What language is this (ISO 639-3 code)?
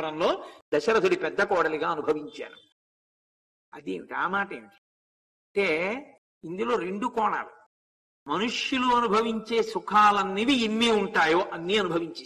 tel